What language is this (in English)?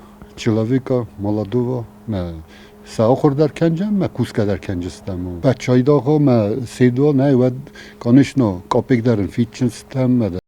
Ossetic